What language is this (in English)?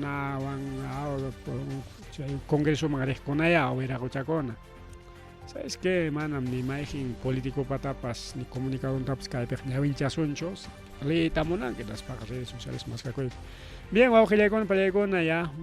Ayacucho Quechua